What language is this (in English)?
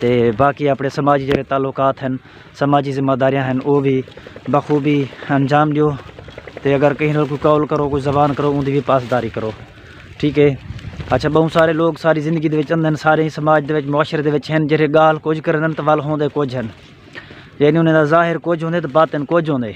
Saraiki